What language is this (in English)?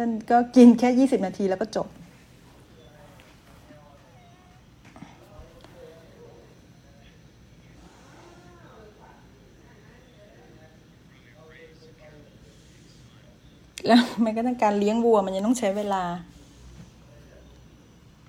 Thai